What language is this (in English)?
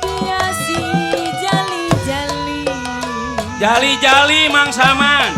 Betawi